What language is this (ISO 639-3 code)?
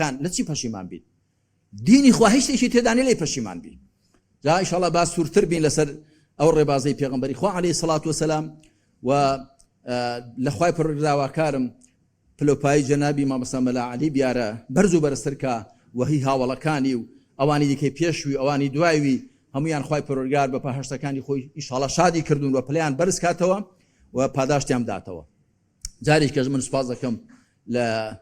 ckb